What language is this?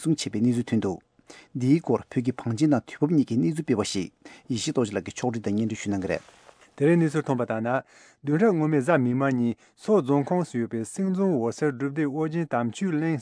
Tibetan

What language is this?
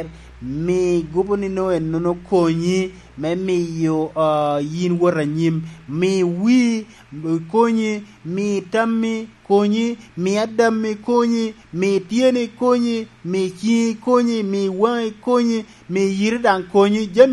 Lango (Uganda)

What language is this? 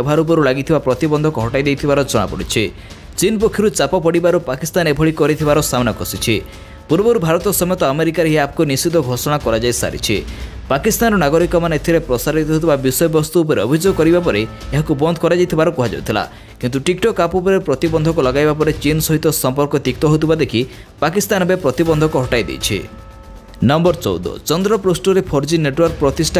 Odia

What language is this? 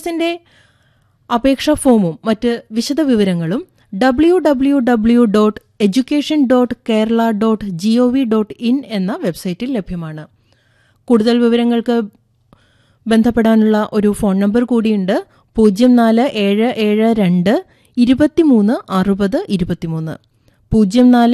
Malayalam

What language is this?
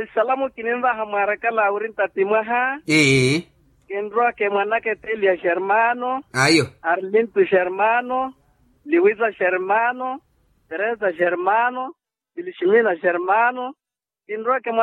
Makhuwa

